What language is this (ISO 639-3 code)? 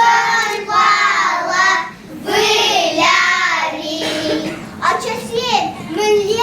chv